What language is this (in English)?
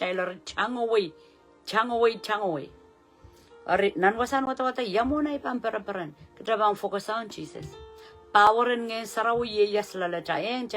Pohnpeian